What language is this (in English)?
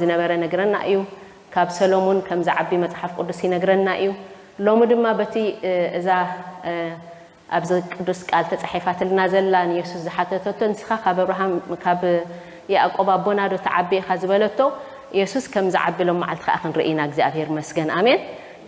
Tigrinya